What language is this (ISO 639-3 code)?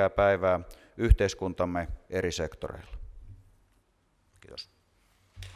fin